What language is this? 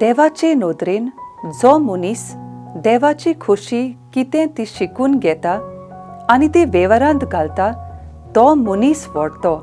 Konkani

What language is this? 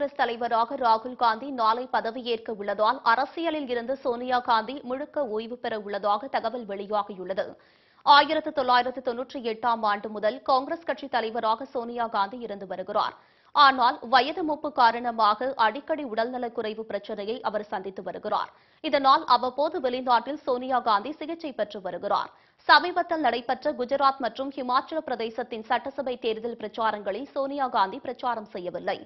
Tamil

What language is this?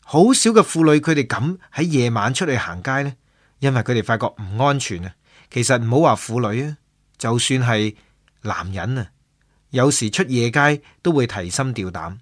Cantonese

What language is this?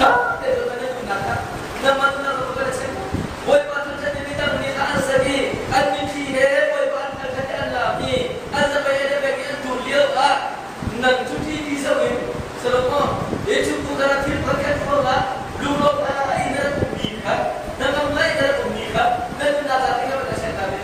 Hakha Chin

